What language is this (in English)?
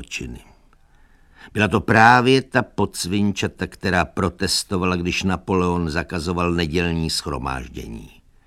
Czech